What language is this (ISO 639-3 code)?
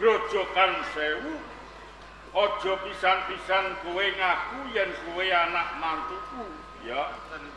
jav